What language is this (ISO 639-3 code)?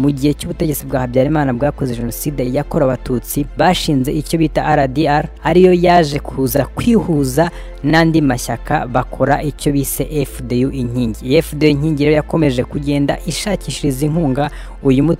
kin